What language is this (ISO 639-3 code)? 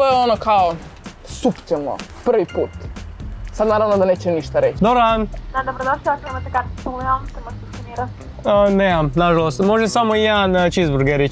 hrv